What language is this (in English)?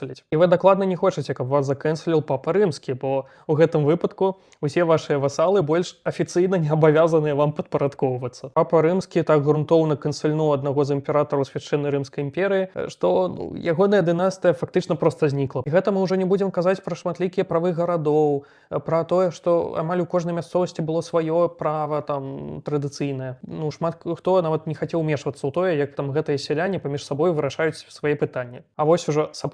Belarusian